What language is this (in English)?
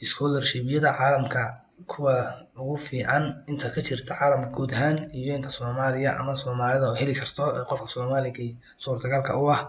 Somali